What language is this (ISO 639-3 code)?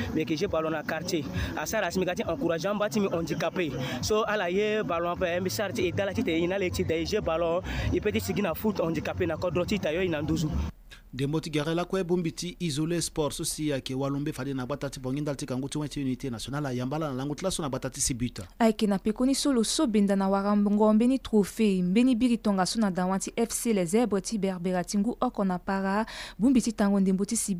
sag